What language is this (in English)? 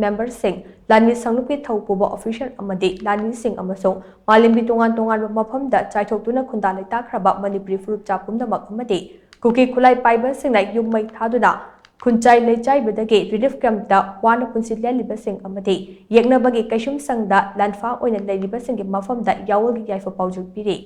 Manipuri